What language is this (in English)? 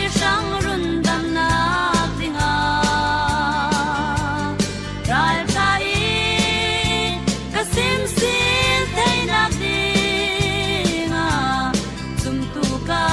Falam Chin